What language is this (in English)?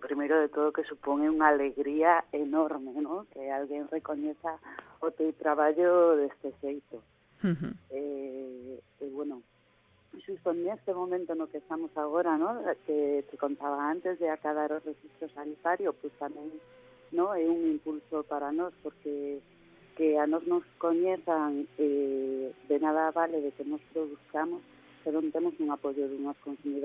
Galician